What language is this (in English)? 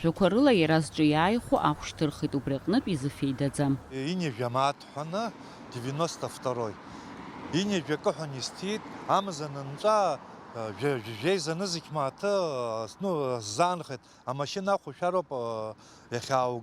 Abkhazian